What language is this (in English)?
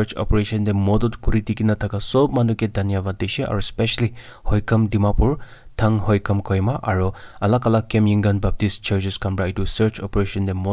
Naga Pidgin